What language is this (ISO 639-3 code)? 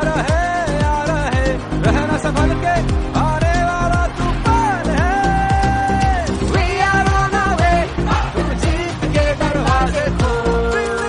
mar